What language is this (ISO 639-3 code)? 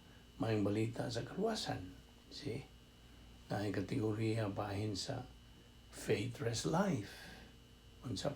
ceb